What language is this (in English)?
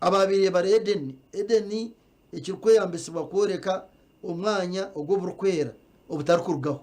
Nyankole